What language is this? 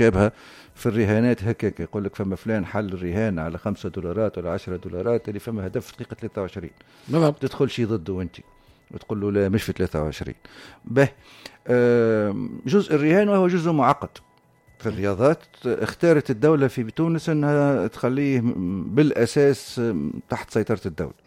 Tunisian Arabic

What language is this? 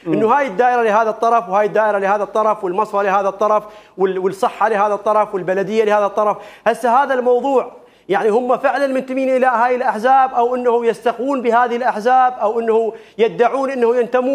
Mesopotamian Arabic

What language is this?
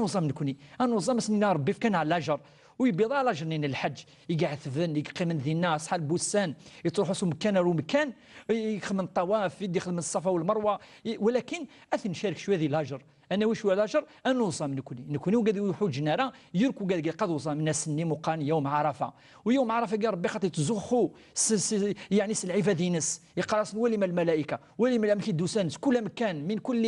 Kabyle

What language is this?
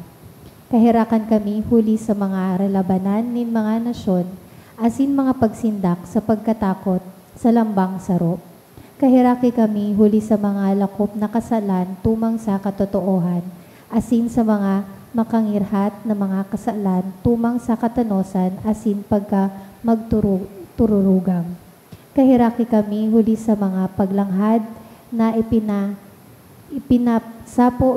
Bikol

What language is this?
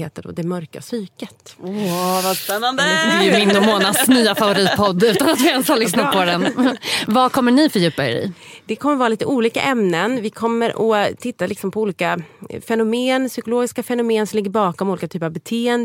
Swedish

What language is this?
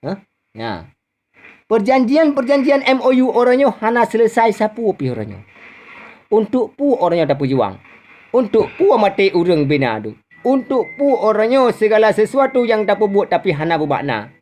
Achinese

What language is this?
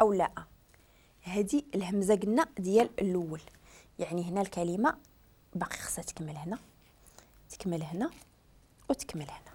Moroccan Arabic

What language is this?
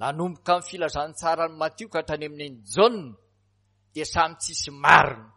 Malagasy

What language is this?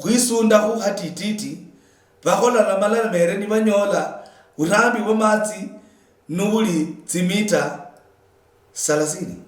Luyia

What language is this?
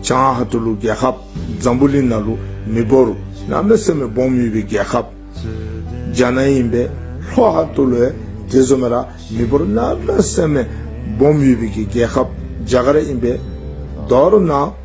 Dzongkha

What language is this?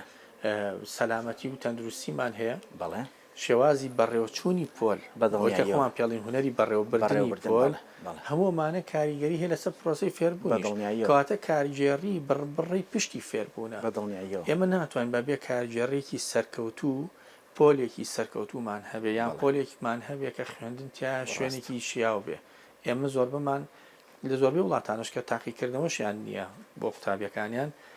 Central Kurdish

